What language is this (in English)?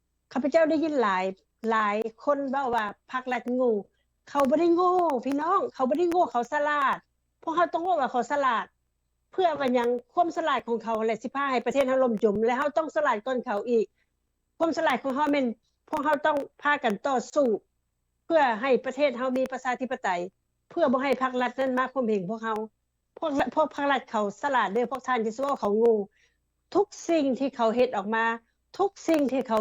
Lao